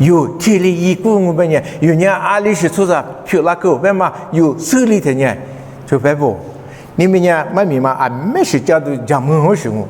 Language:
Lisu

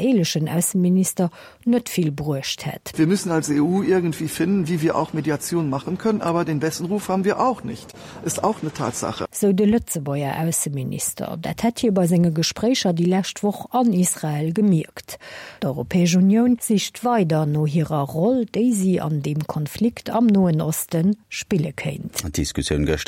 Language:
Luxembourgish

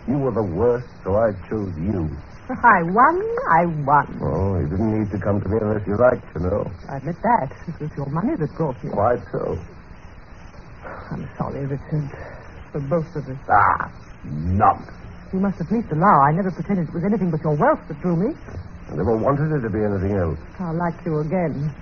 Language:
English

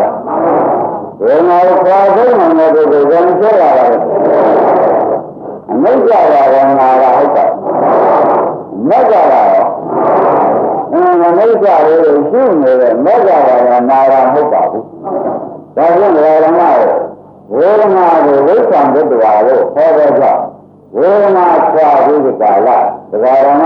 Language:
Burmese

